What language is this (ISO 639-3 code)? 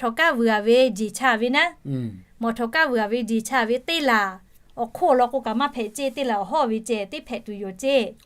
lhu